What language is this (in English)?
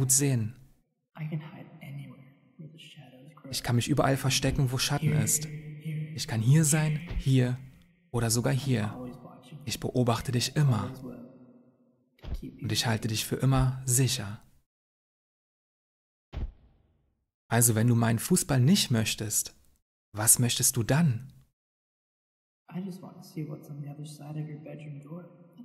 German